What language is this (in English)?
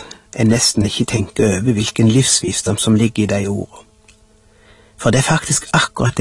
Norwegian